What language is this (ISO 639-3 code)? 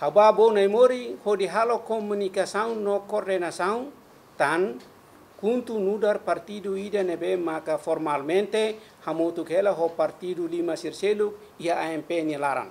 tet